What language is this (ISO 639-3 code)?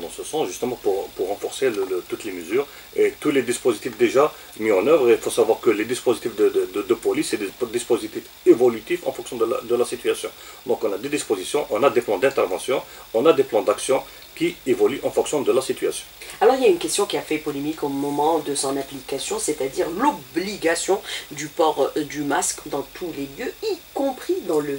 fra